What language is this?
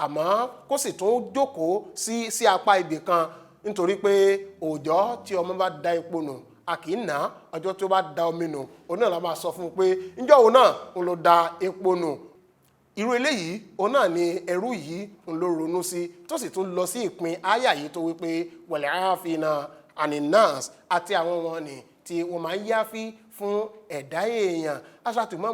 Yoruba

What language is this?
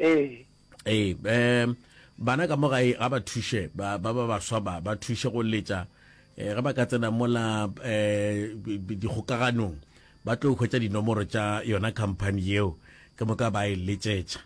Northern Sotho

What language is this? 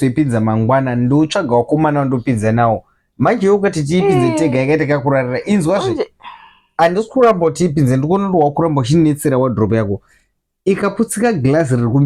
Shona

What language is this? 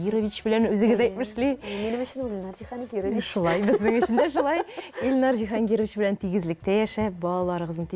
Tatar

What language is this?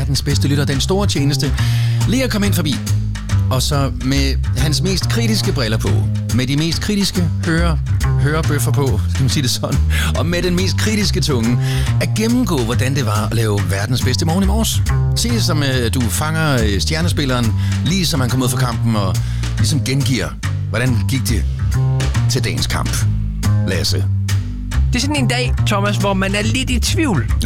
Danish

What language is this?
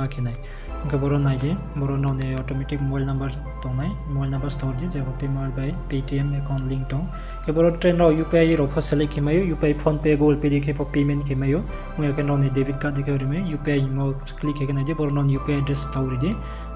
Riang (India)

